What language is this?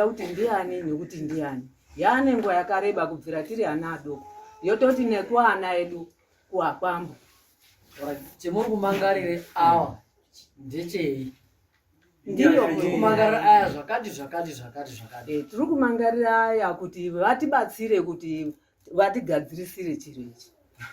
Shona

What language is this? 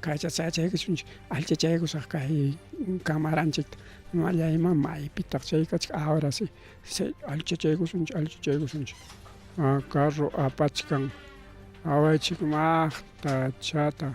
Ayacucho Quechua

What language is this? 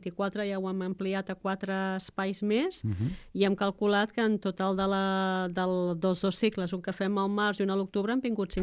Catalan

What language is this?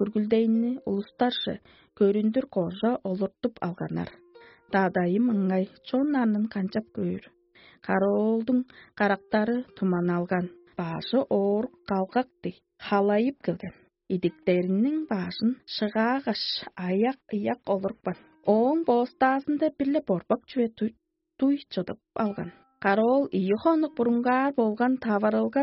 Tuvinian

